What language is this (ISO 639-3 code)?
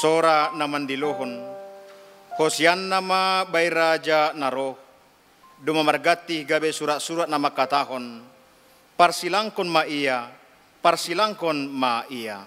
bts